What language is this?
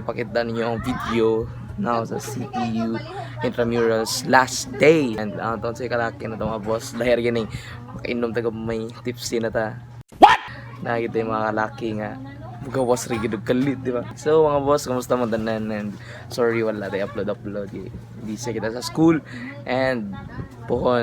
Cebuano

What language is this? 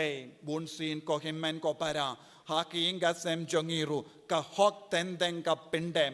Khasi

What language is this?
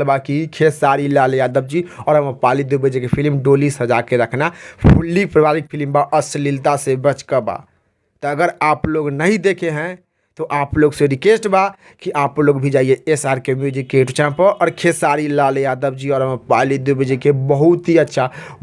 Bhojpuri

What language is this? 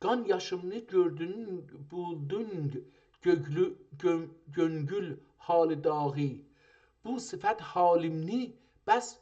South Azerbaijani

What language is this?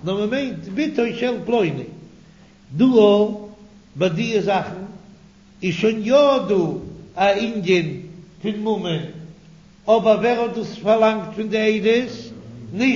Yiddish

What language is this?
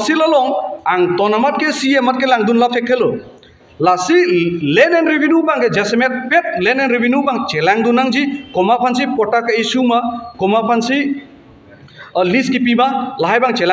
Karbi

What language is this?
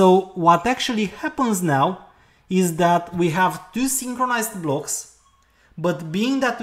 English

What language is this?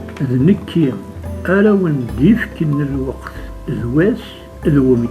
Kabyle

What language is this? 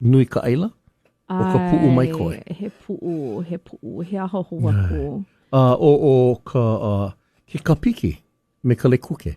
Hawaiian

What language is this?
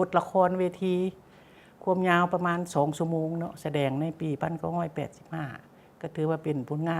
Lao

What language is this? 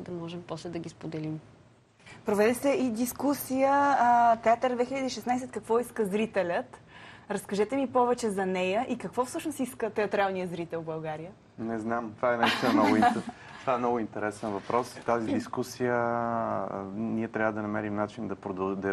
Bulgarian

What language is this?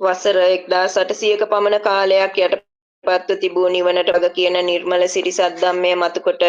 Sinhala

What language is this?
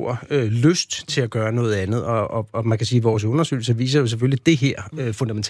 Danish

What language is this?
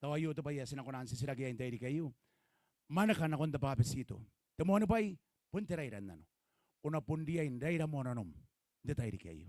Gilbertese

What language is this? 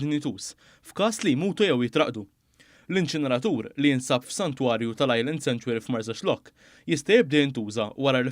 Maltese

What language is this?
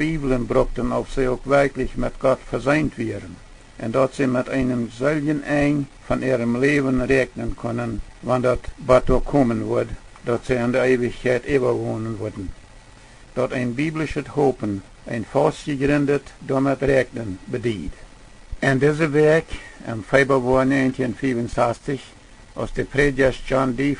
Plautdietsch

